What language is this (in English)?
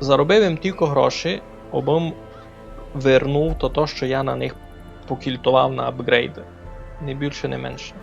Rusyn